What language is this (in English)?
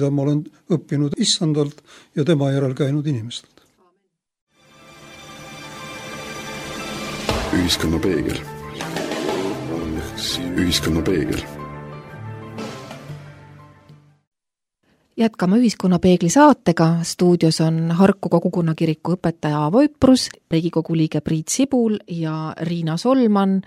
Estonian